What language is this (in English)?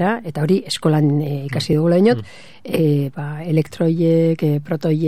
Basque